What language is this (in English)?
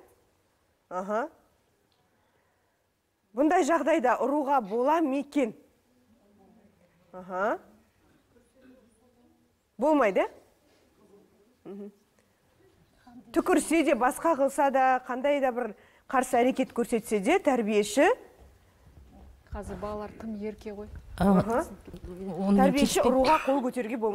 Kazakh